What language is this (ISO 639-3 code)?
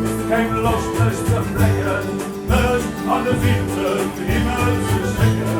ltz